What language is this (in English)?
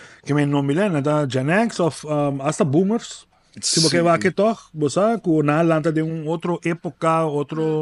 Papiamento